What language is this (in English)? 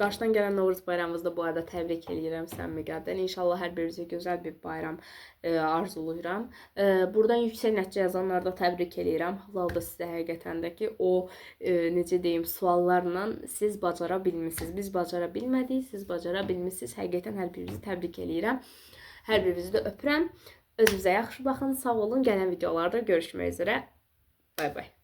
Azerbaijani